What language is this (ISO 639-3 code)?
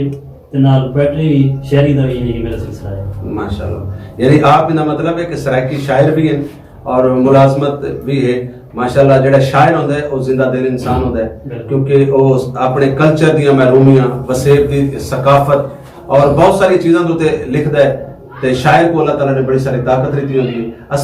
skr